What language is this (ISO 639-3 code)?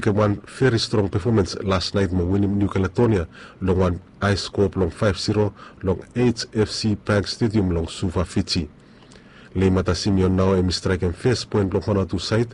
bis